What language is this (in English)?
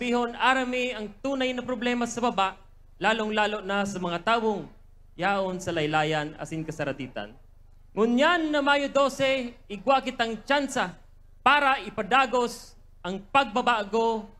Bikol